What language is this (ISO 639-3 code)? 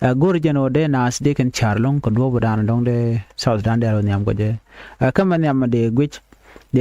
nus